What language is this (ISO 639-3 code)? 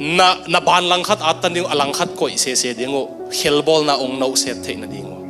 ctd